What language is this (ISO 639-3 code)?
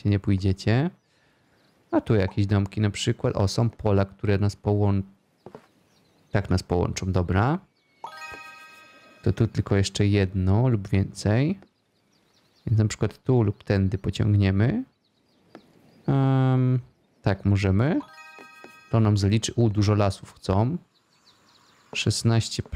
pol